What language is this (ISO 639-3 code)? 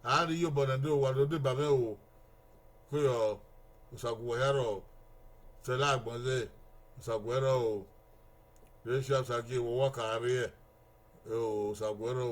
bin